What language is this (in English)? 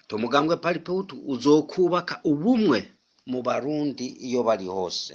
Rundi